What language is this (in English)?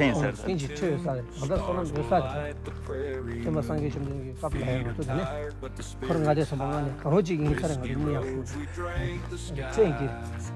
Tibetan